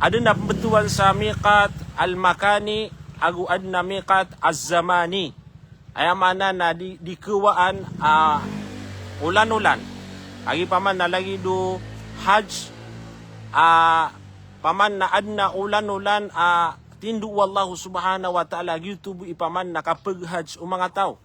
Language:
Maranao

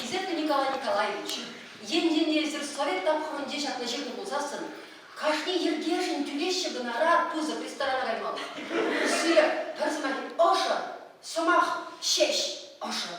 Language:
Chuvash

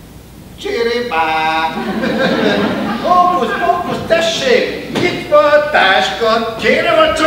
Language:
Hungarian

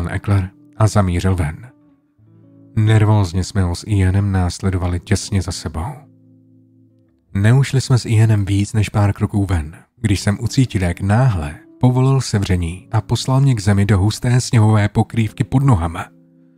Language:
Czech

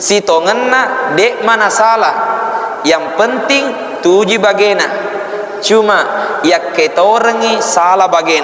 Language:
Buginese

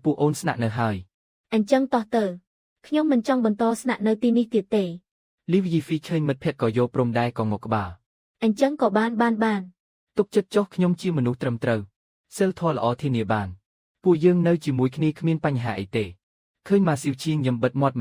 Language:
Khmer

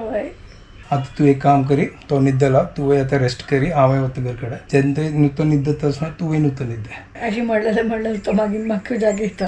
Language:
Konkani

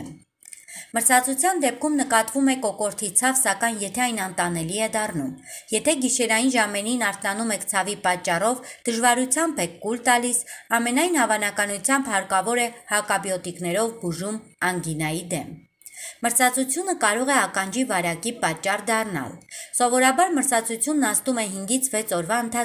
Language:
Armenian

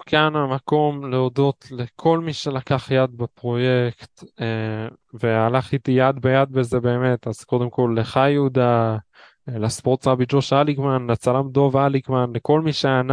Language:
Hebrew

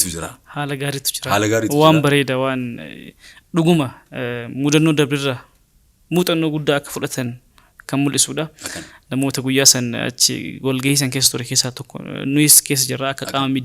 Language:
Oromo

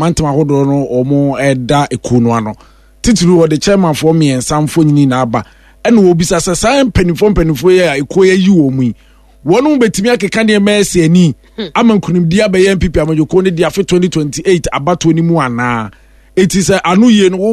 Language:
Akan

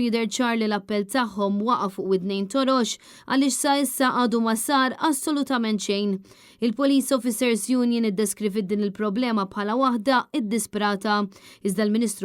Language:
Maltese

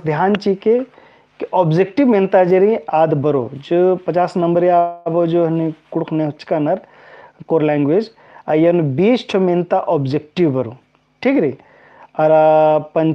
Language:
Kurukh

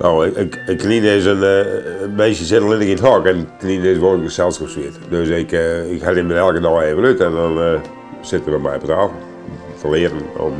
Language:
Western Frisian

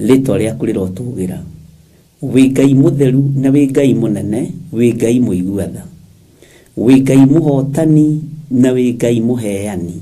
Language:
Kikuyu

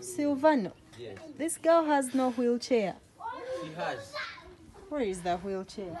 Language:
Shona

